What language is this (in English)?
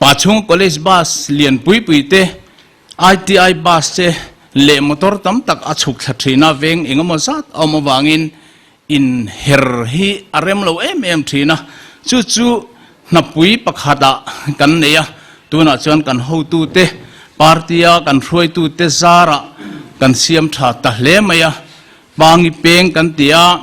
Mizo